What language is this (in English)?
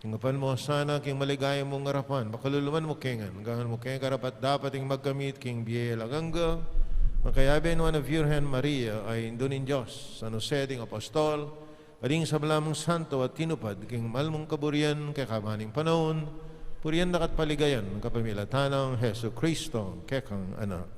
Pampanga